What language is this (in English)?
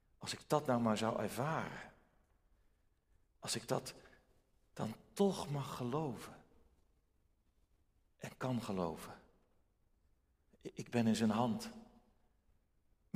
Dutch